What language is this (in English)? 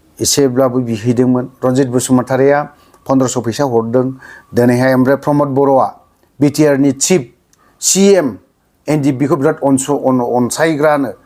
Bodo